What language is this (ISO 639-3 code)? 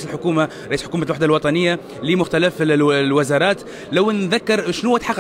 aeb